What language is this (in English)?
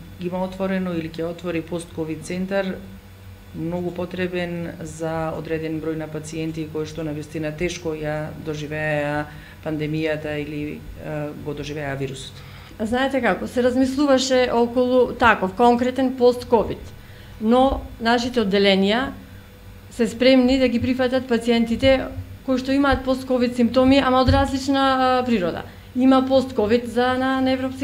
Macedonian